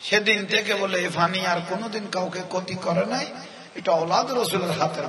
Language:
Bangla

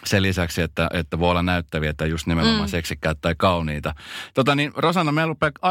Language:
Finnish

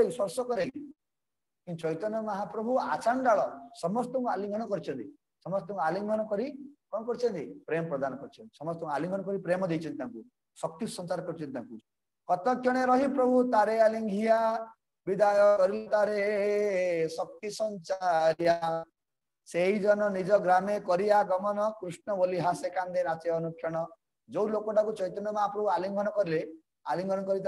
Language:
Odia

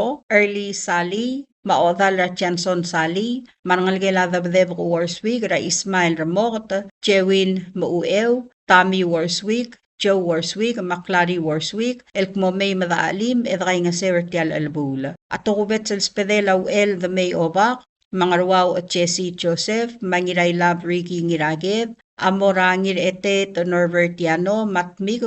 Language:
Palauan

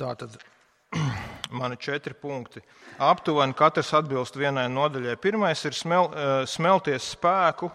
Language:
Latvian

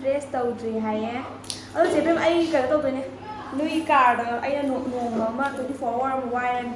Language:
Manipuri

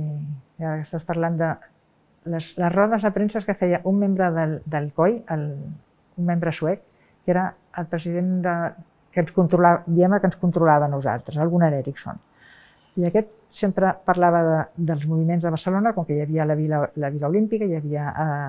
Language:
Catalan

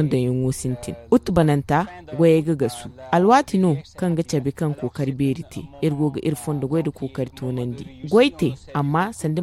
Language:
Zarma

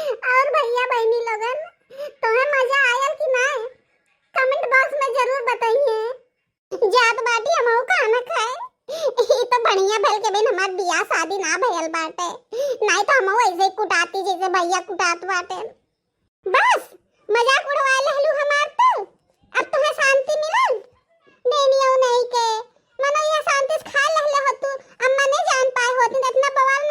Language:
Bhojpuri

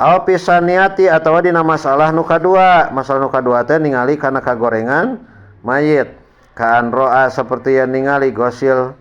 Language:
Sundanese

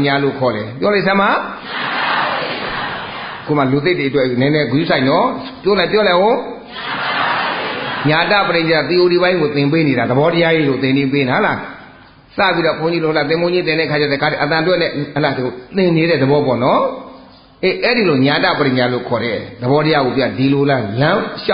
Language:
Burmese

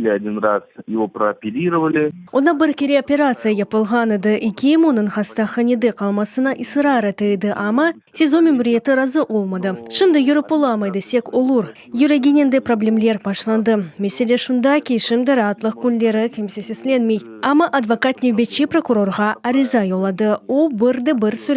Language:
Crimean Tatar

